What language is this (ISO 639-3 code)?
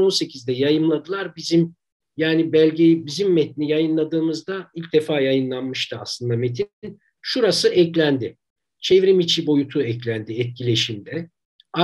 tur